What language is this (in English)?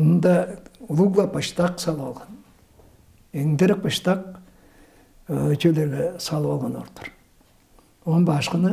Tuvinian